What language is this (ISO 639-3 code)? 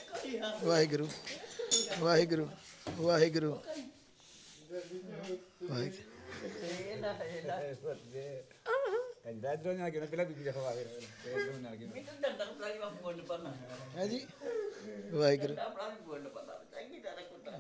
pan